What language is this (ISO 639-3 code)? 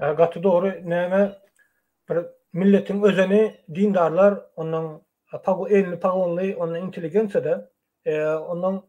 tuk